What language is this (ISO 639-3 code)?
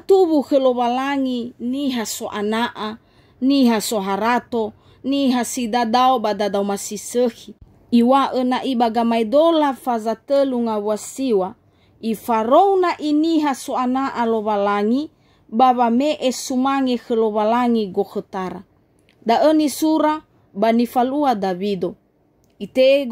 nia